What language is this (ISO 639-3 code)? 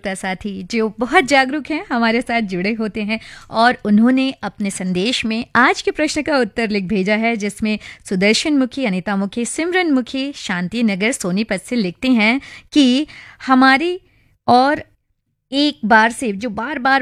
hin